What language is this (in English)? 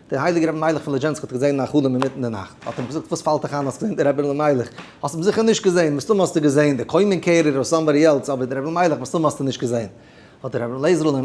Yiddish